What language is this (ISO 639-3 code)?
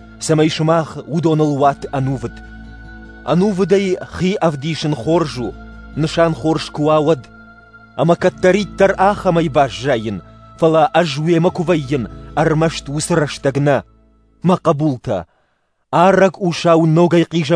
oss